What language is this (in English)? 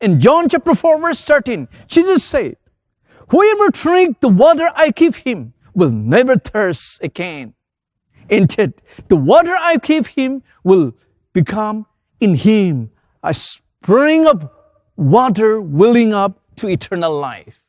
Ao Naga